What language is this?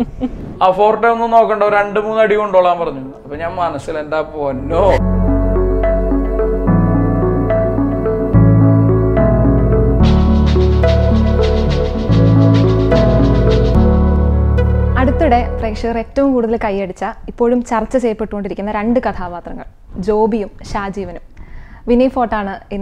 Malayalam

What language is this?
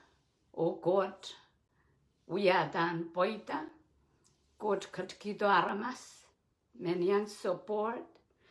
Pohnpeian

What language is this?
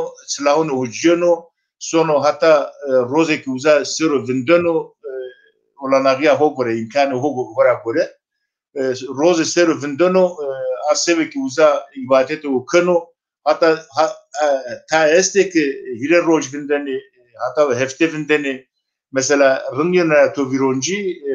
Zaza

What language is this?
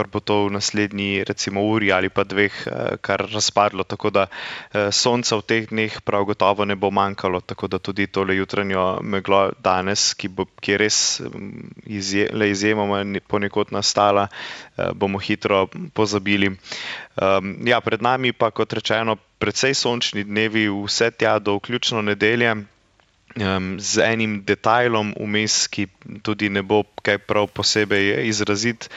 Slovenian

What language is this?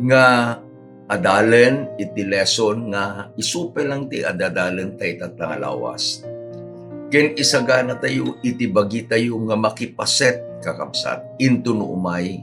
Iloko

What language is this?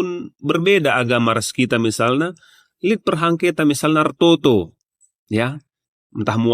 Batak Karo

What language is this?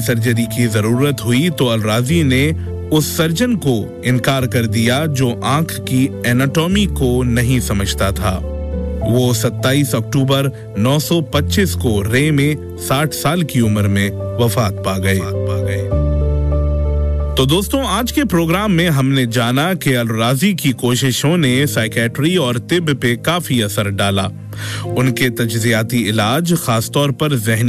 Urdu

